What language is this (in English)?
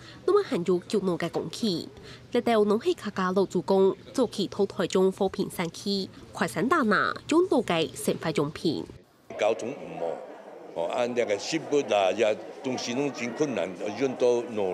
Hakka Chinese